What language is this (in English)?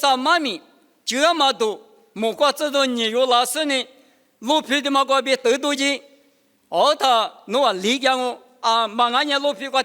Lisu